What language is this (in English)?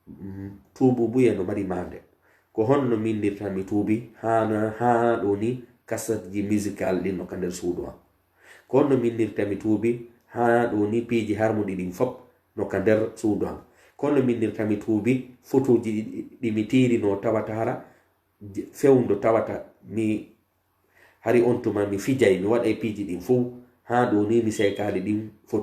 Pular